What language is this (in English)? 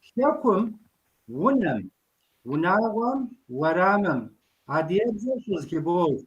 Kabardian